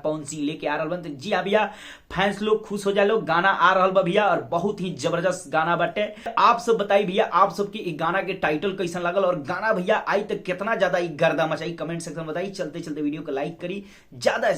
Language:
Bhojpuri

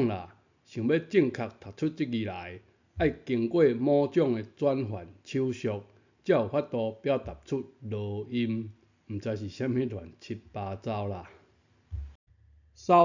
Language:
Min Nan Chinese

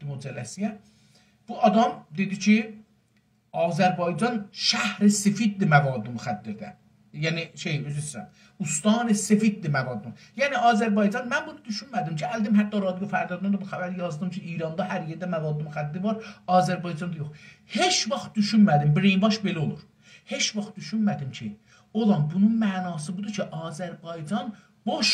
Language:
South Azerbaijani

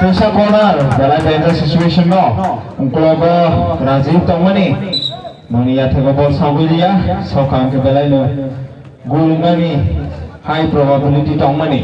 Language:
Kok Borok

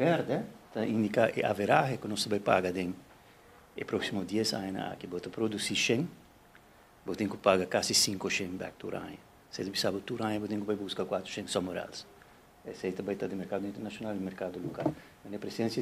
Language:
Papiamento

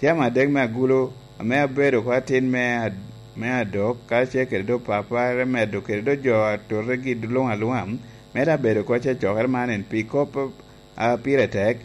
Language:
Lango (Uganda)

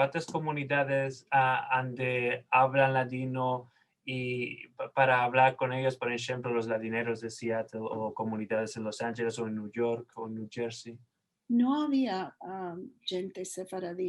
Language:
Ladino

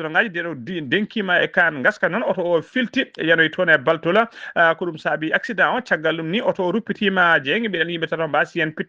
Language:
Fula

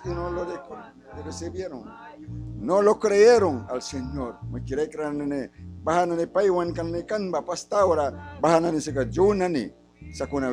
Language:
Mískito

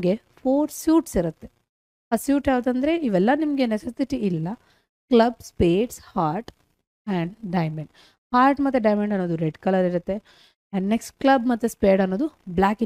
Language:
Kannada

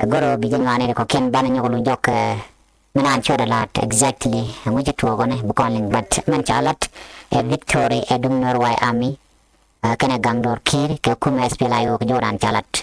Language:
Nuer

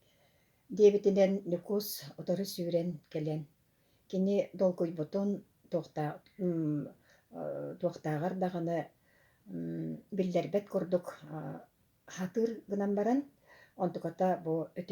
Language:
Yakut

